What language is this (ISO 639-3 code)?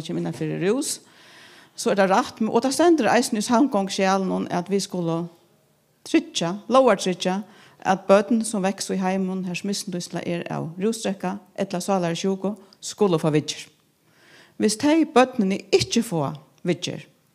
fao